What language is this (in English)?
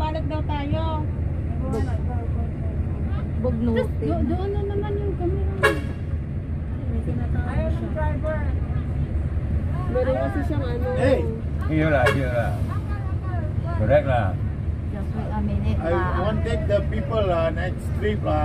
Filipino